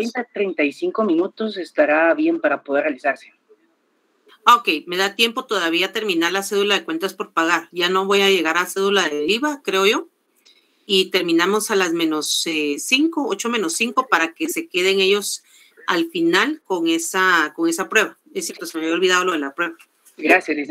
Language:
Spanish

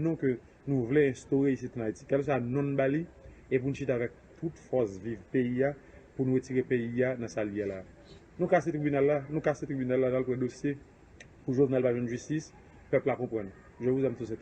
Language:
Haitian Creole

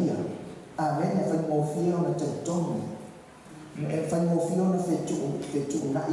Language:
Samoan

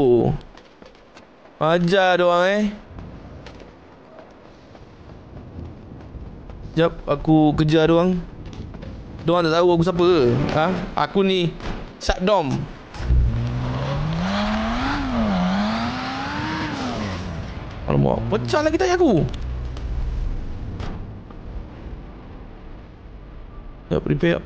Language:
Malay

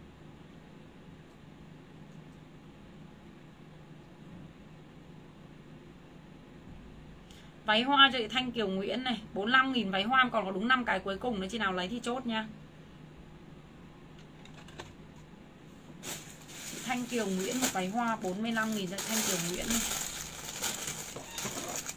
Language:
Vietnamese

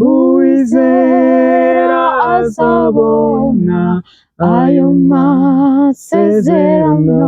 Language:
Kinyarwanda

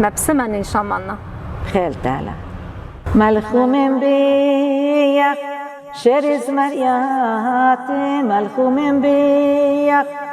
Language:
Assyrian Neo-Aramaic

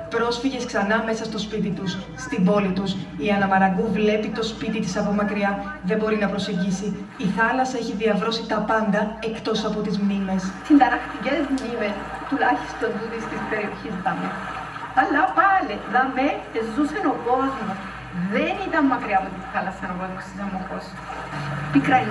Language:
Greek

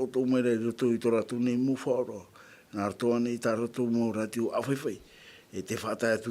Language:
Tahitian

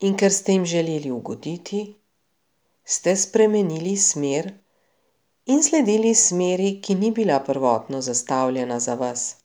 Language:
Slovenian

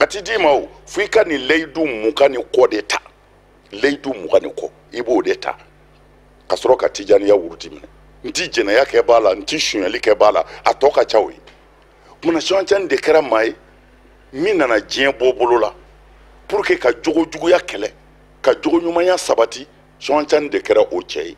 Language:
Bambara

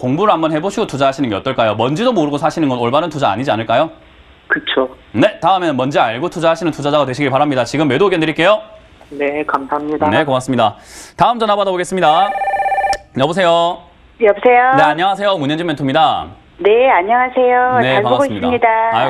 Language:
Korean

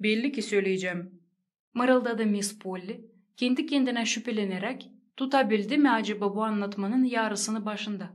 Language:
Gagauz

